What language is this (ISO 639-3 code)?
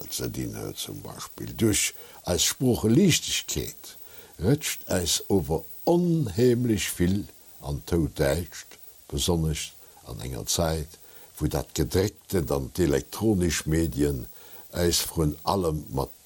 ltz